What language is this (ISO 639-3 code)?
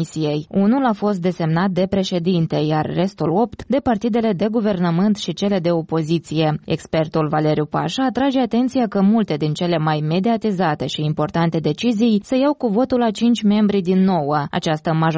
ron